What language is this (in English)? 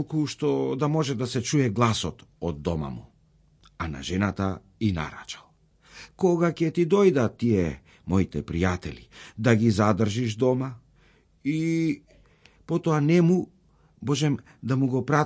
Macedonian